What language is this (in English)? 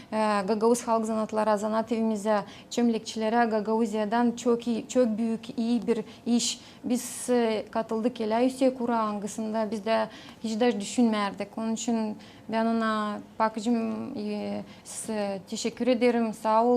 Gagauz